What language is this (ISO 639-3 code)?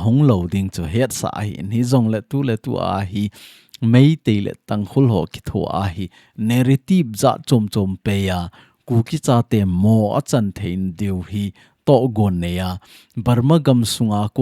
tcz